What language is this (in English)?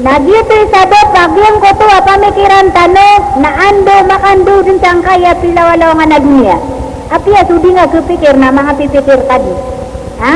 Maranao